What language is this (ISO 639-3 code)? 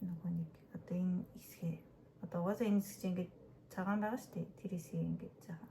mon